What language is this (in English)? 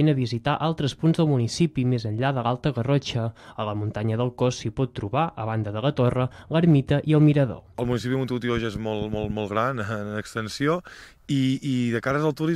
Catalan